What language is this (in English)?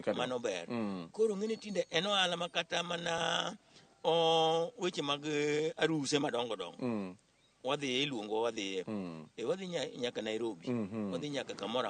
Luo (Kenya and Tanzania)